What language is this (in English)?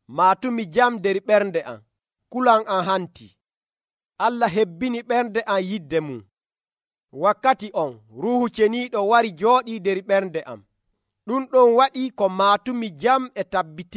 Nigerian Fulfulde